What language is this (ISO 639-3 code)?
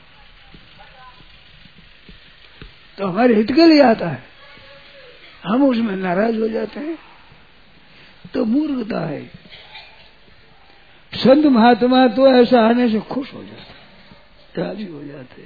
hin